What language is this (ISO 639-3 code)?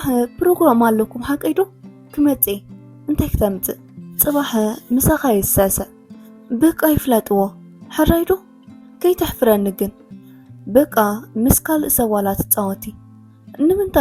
tir